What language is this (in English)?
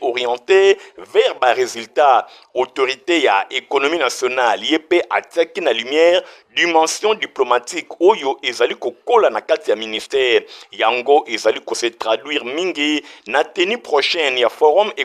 Lingala